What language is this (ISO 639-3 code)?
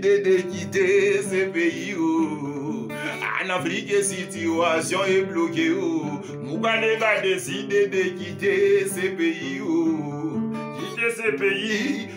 lin